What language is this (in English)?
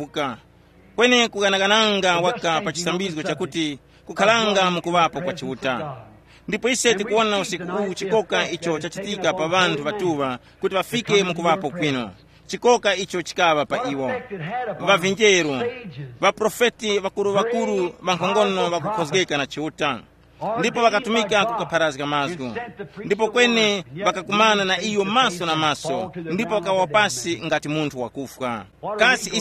Tumbuka